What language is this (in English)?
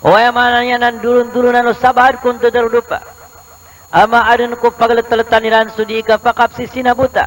Maranao